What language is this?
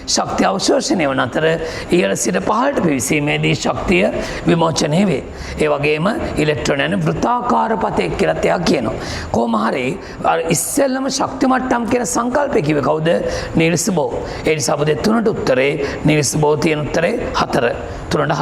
Sinhala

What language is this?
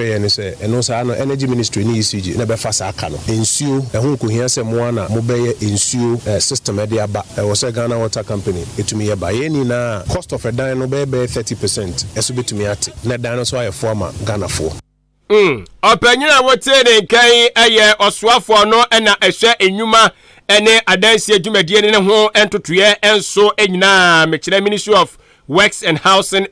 Akan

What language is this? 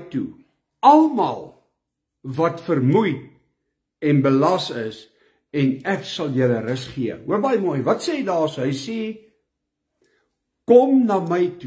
Afrikaans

